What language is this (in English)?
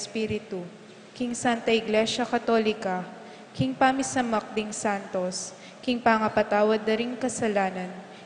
Pampanga